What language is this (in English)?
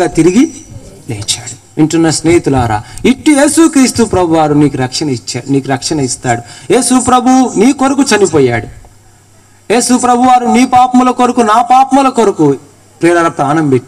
Telugu